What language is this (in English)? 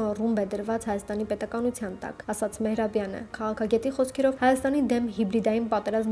Armenian